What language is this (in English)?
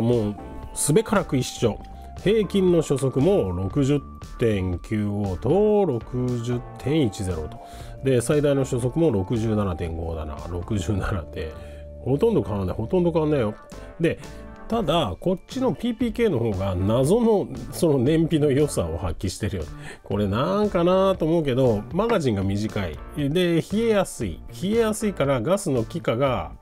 Japanese